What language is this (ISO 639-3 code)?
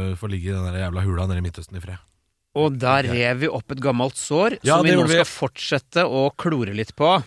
nor